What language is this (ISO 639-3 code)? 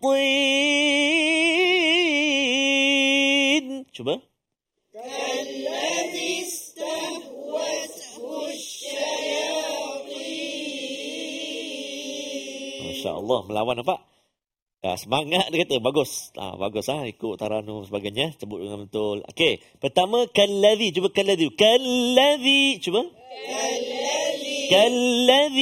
msa